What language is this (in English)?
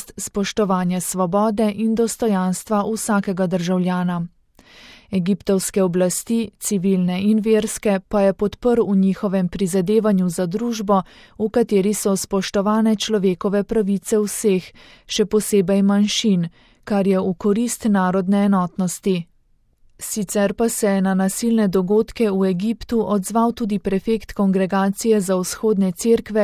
Slovenian